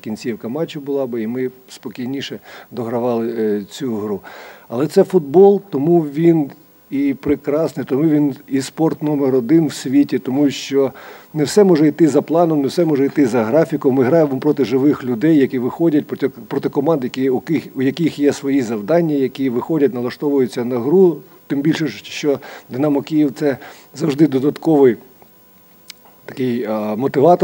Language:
Ukrainian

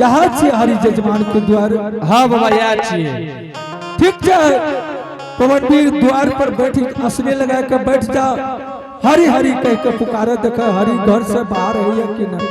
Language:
Angika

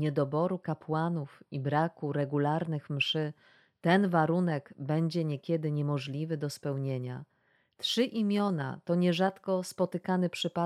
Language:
Polish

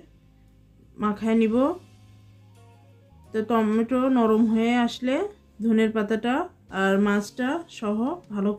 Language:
Bangla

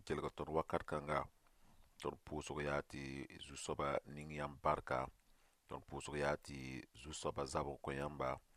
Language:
Mossi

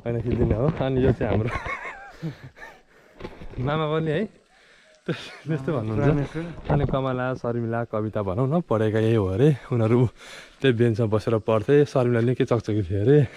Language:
Nepali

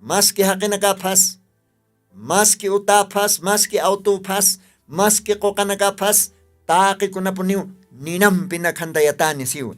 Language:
Aymara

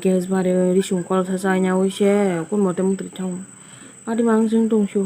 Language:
Kok Borok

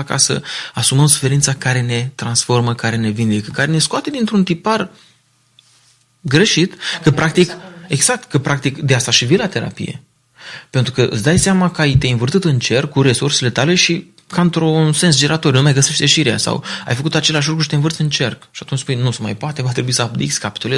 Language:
Romanian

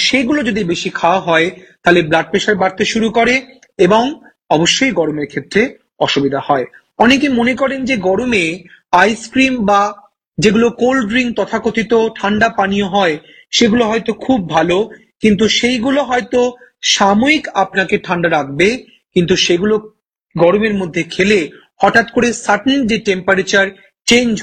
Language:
Bangla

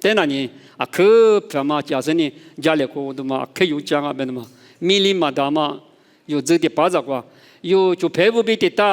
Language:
Lisu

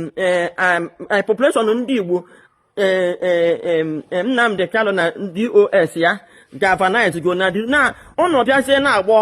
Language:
Igbo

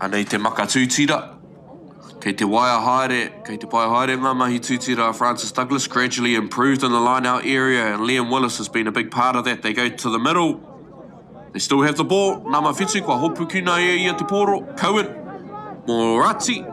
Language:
Māori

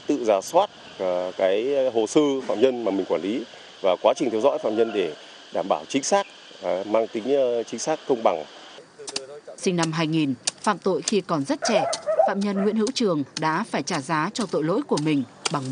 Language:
Vietnamese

